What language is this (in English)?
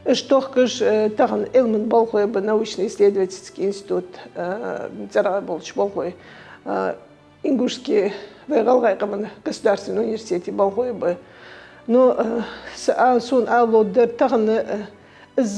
Ingush